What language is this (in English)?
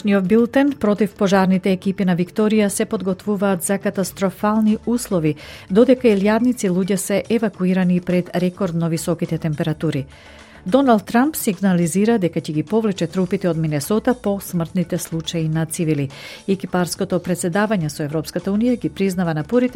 Macedonian